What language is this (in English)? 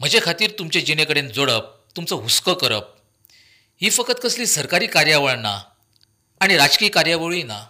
Konkani